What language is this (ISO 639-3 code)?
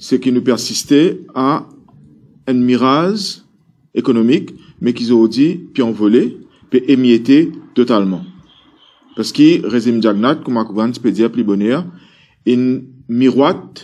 mfe